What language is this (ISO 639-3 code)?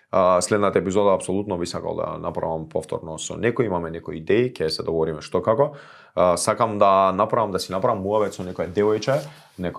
mkd